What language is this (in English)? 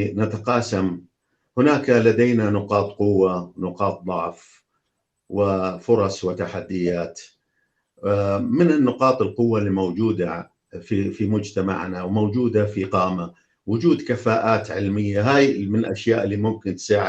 North Levantine Arabic